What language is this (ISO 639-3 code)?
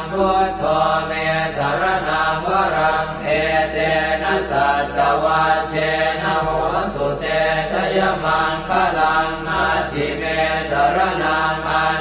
pli